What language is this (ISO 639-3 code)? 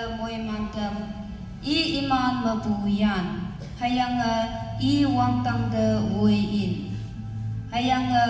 nbe